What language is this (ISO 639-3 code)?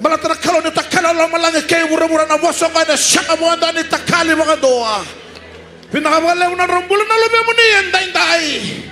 fij